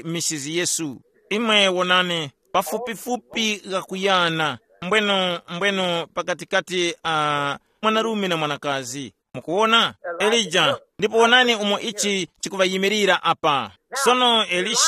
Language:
Tumbuka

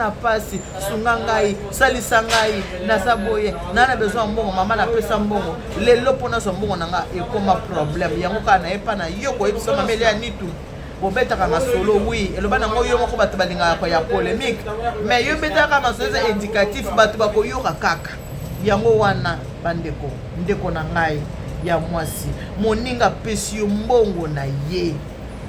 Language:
Lingala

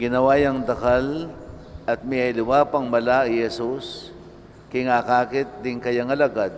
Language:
Pampanga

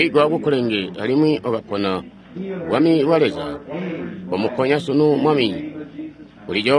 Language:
Tonga (Zambia)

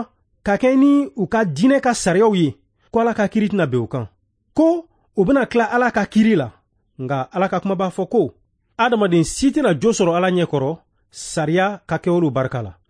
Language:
Bambara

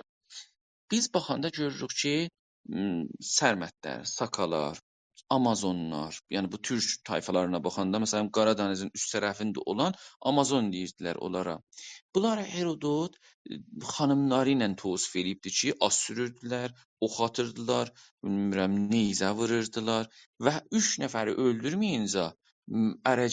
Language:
South Azerbaijani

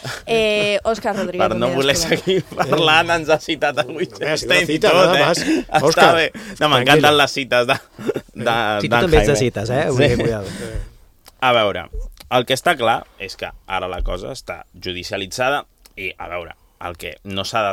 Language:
Catalan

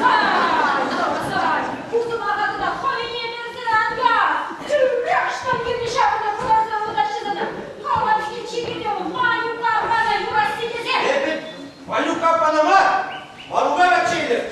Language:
Chuvash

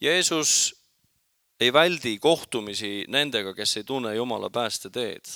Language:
Estonian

